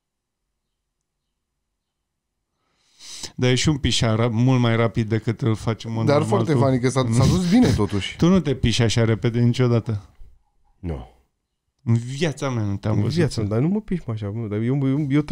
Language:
Romanian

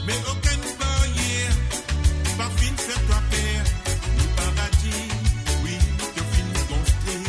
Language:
Morisyen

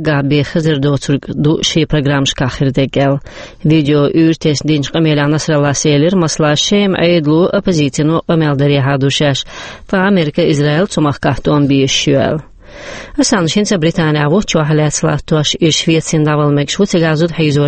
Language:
Chechen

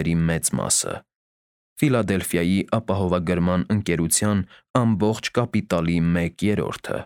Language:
Armenian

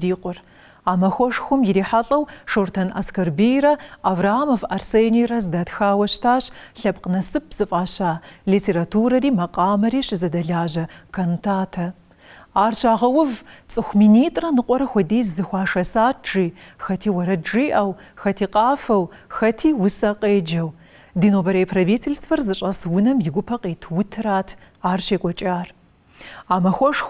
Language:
Kabardian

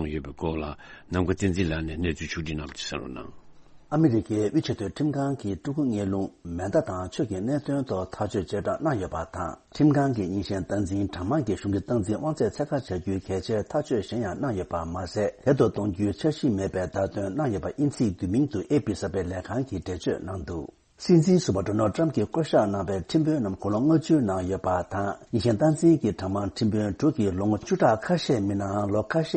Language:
Tibetan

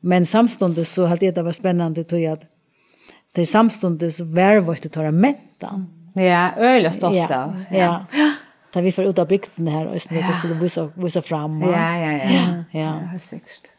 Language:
Faroese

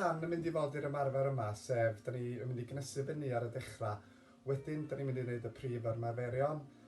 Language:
Welsh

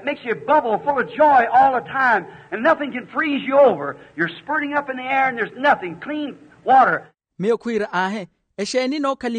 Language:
Makhuwa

